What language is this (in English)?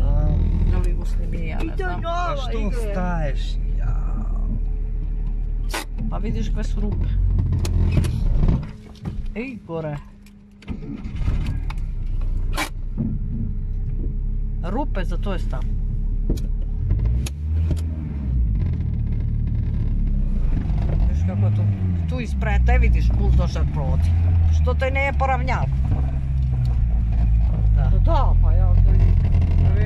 Serbian